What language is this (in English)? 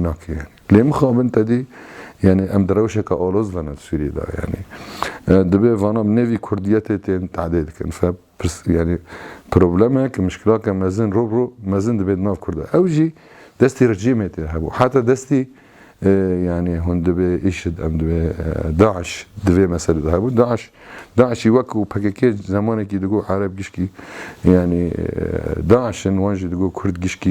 Kurdish